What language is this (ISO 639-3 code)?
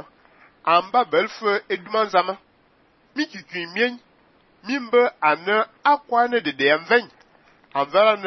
fan